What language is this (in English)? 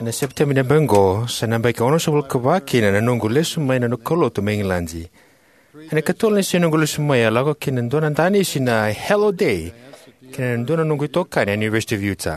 Fijian